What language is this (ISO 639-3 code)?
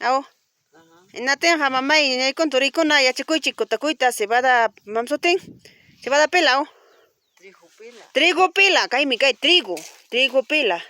quy